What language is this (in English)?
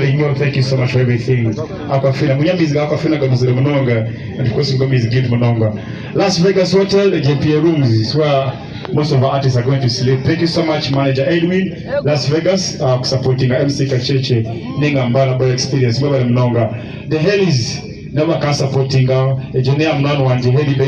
Nyankole